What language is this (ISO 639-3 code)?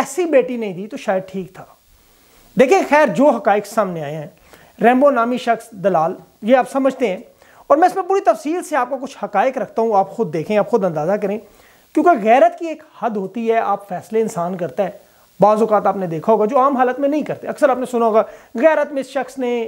urd